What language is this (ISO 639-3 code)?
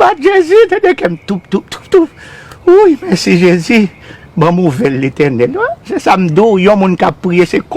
hat